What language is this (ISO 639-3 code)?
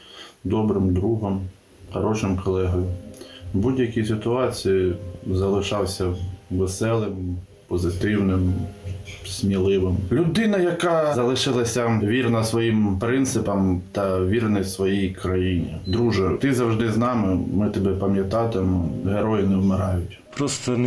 ukr